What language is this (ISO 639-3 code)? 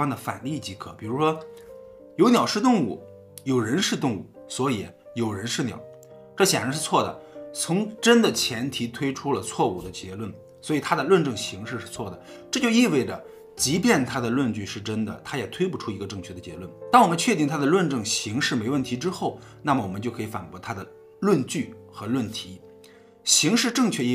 zho